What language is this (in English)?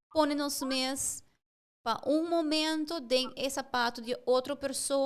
Papiamento